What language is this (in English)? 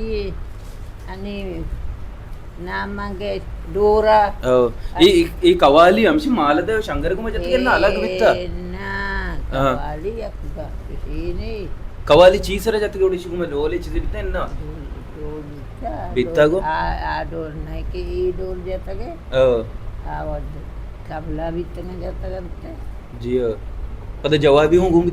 Baluchi